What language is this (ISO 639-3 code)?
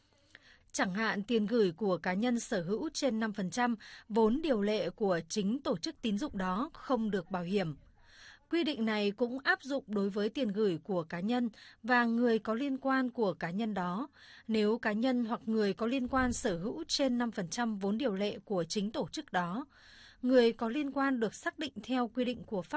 vie